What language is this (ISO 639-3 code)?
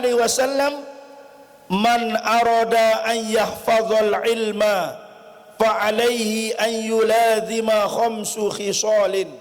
sas